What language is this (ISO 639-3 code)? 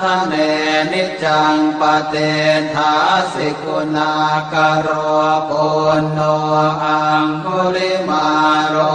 pli